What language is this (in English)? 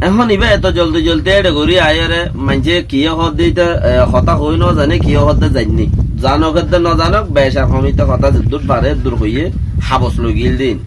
Rohingya